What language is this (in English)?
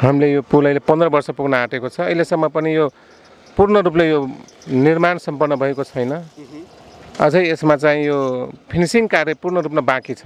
Nepali